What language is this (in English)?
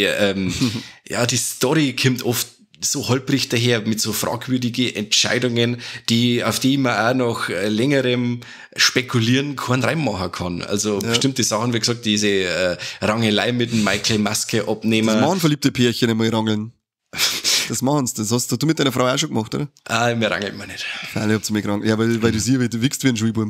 Bavarian